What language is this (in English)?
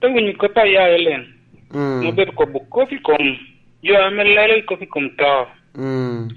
Lango (Uganda)